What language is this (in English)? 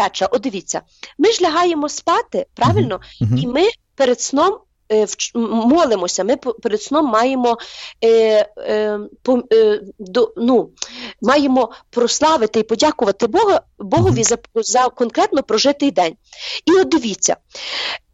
Ukrainian